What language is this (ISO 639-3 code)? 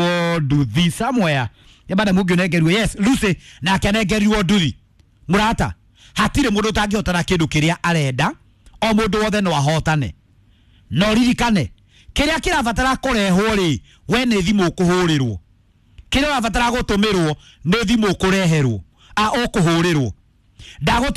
kik